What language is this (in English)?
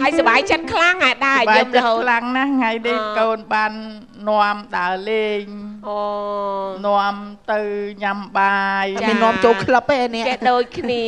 Khmer